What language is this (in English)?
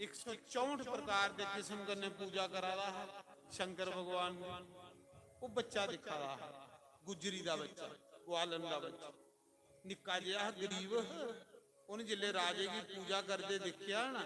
Dogri